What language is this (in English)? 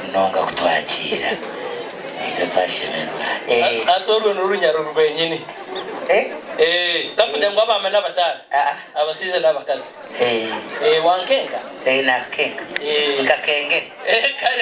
Nyankole